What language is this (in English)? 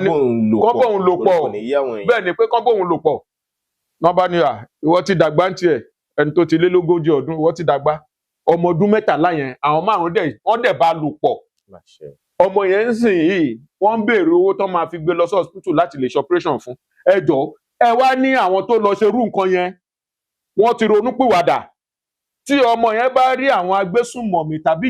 Yoruba